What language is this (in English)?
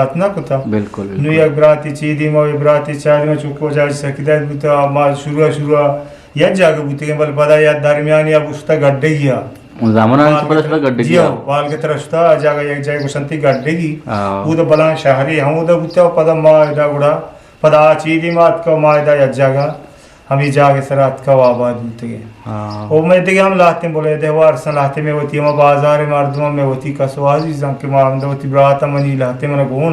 Eastern Balochi